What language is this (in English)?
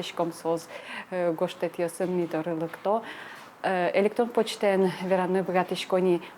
Udmurt